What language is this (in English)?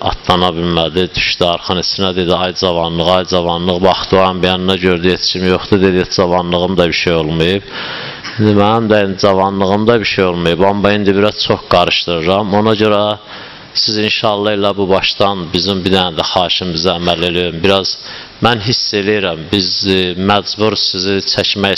Azerbaijani